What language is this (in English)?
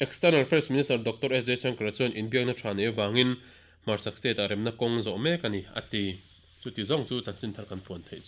Mizo